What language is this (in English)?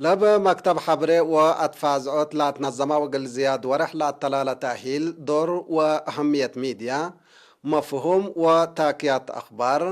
Tigre